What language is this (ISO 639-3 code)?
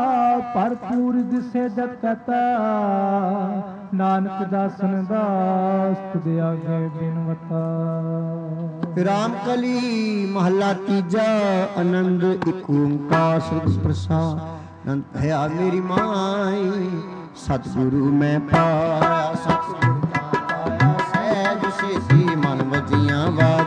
pan